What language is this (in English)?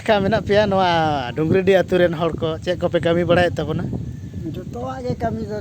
Santali